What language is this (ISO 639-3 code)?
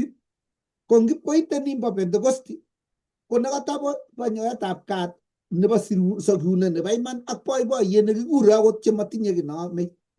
kln